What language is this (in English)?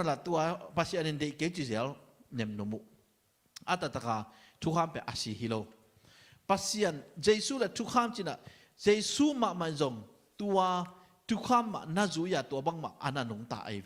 Tedim Chin